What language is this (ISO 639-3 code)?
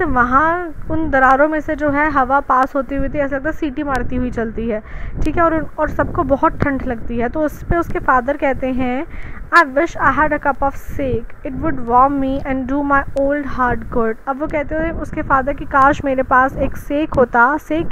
hin